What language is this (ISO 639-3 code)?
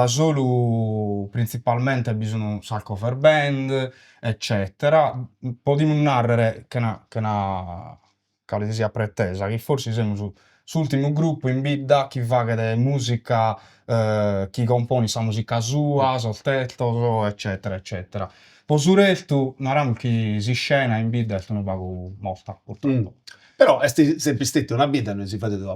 srd